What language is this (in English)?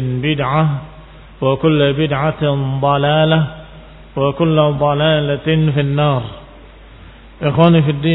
Indonesian